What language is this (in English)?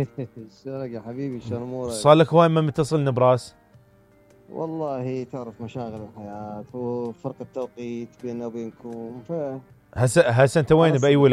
Mesopotamian Arabic